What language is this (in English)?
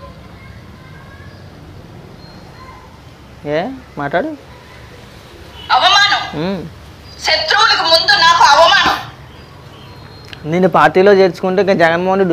Telugu